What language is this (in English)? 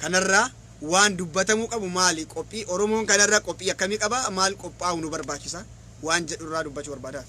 Oromo